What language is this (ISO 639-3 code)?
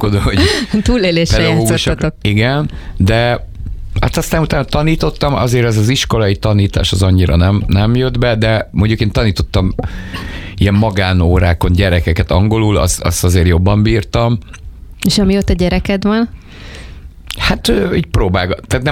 hun